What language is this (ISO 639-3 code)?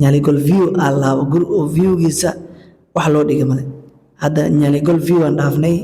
som